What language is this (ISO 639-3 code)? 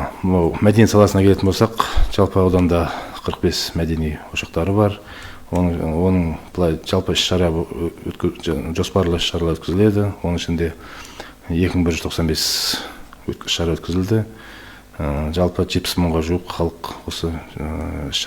kaz